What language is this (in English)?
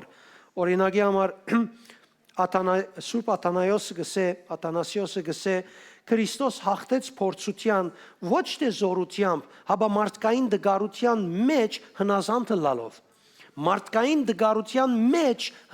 Western Armenian